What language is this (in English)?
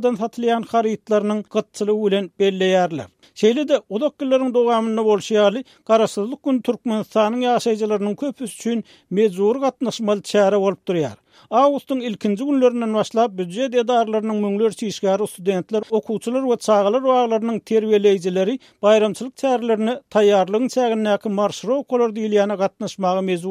Turkmen